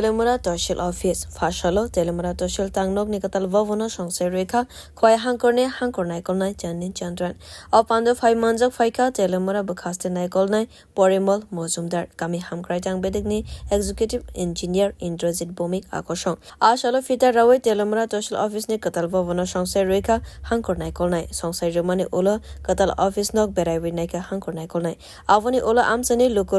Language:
Kok Borok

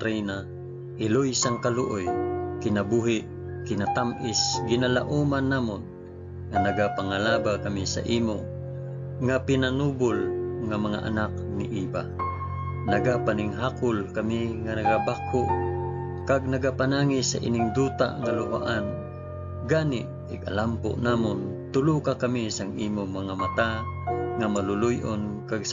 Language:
Hiligaynon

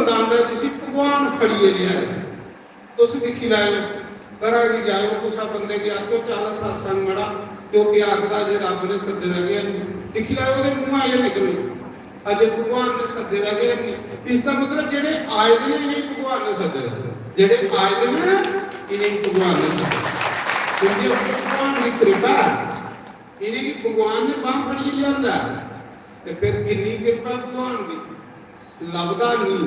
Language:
Dogri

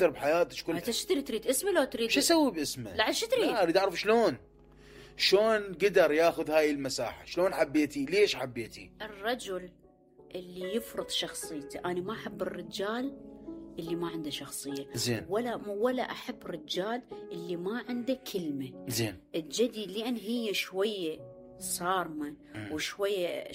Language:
Mesopotamian Arabic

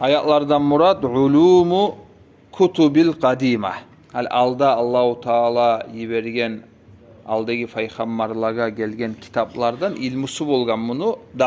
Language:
Kumyk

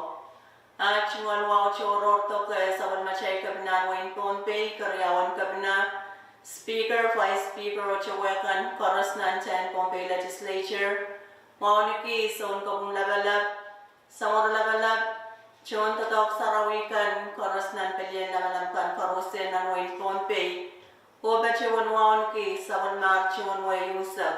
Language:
Pohnpeian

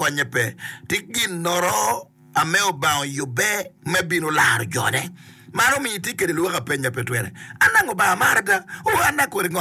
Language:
Acoli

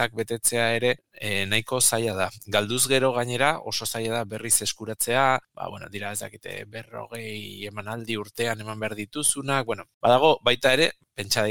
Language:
Basque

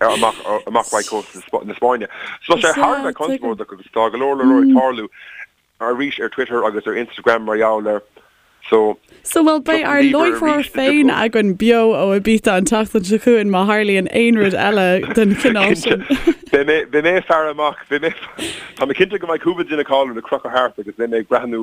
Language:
Irish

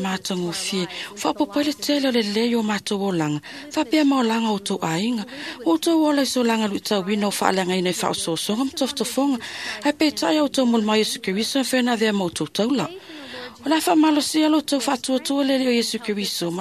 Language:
Samoan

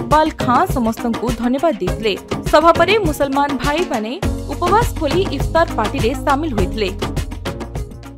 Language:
Odia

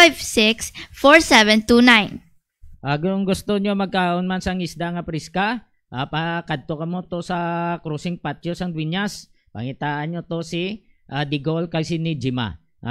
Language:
Hiligaynon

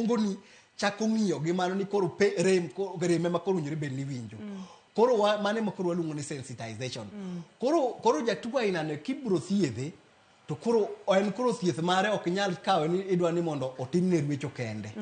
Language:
Luo (Kenya and Tanzania)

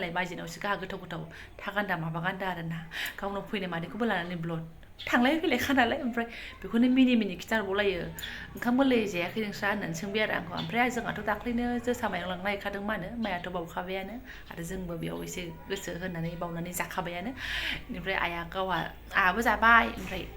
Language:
Bodo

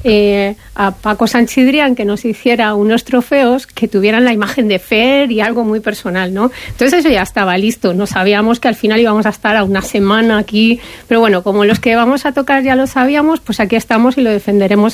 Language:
Spanish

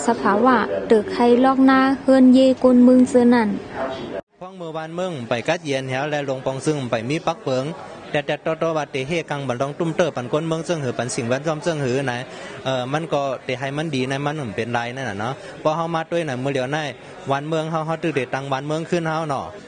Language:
Shan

